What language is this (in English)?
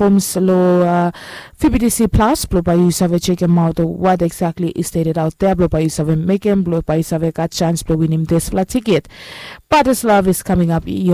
Bislama